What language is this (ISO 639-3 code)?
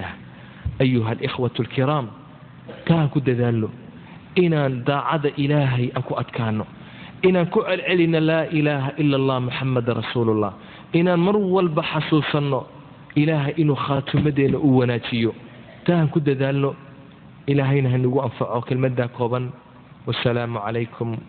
som